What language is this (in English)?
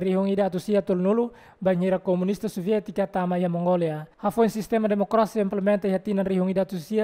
Tetum